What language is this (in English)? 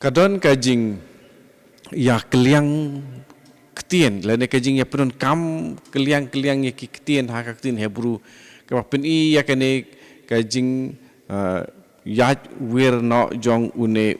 Khasi